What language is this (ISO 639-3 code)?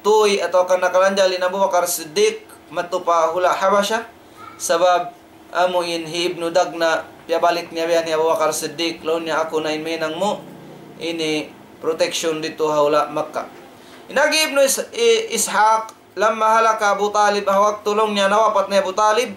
tsg